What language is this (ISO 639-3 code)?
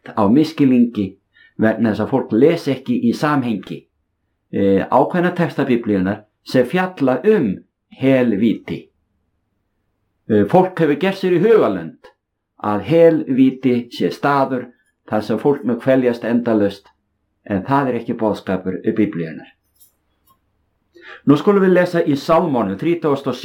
isl